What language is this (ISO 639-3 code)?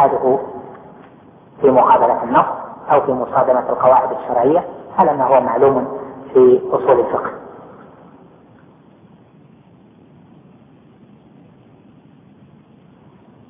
ara